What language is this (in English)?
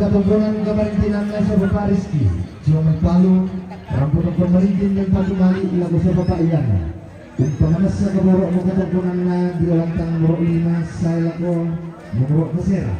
Toraja-Sa'dan